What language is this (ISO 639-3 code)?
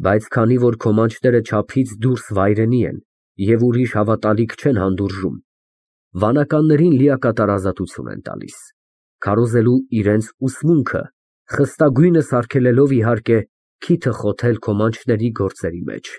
hye